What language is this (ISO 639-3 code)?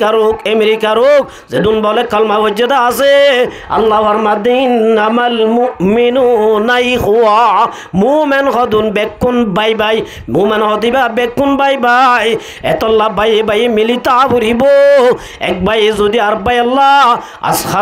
rhg